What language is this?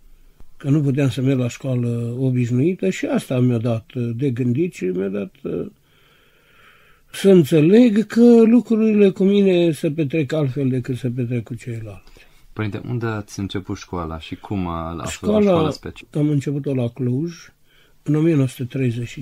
Romanian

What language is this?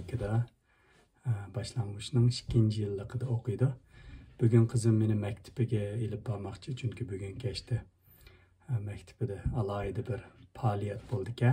Uyghur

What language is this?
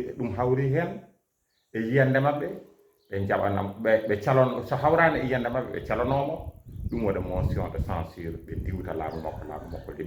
Fula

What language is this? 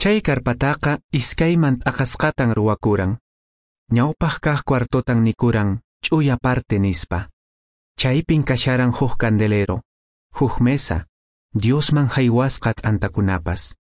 Quechua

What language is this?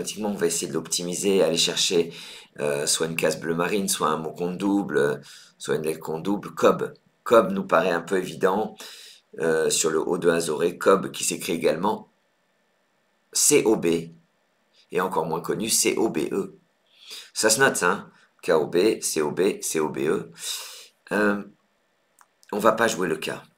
French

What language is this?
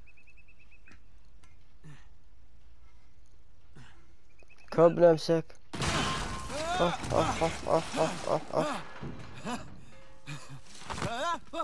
Arabic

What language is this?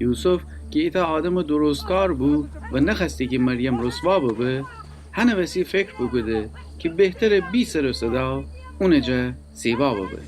Gilaki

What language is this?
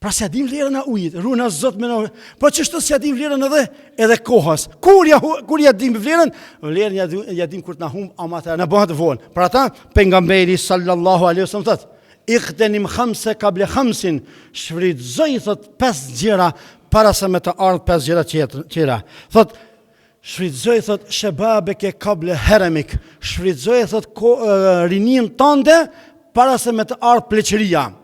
Albanian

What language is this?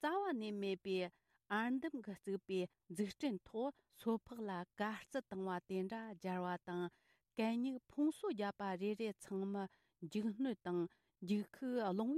Tibetan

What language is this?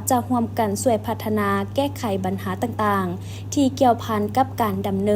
Lao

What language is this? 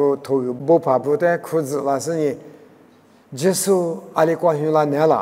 Lisu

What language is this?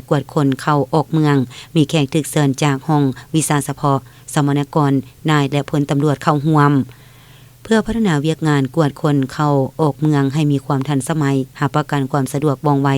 Lao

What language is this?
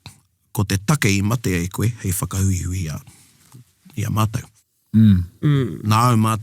Māori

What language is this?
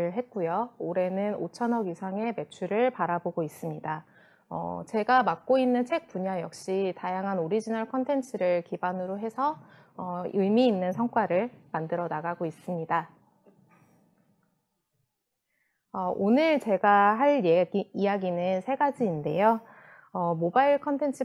Korean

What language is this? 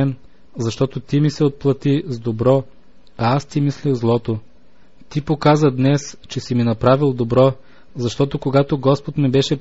Bulgarian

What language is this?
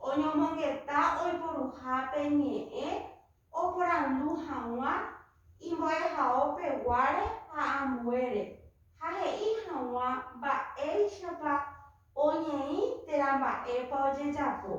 Guarani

